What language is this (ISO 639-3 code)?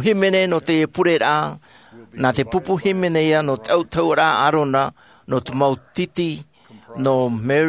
tah